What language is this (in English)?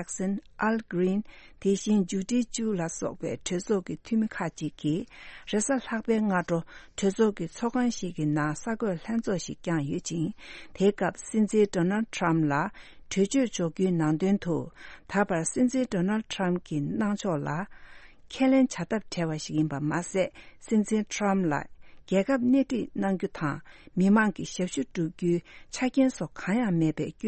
Tibetan